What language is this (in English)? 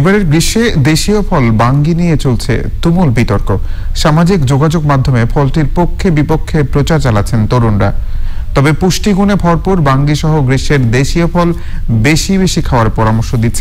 Bangla